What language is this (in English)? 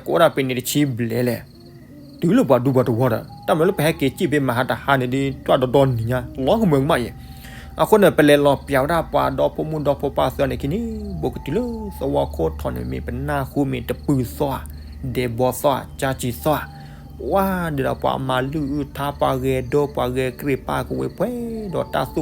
S'gaw Karen